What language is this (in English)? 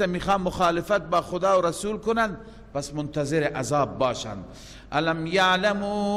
Persian